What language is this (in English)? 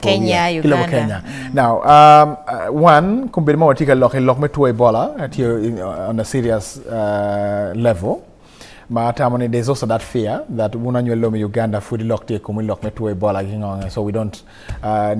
Acoli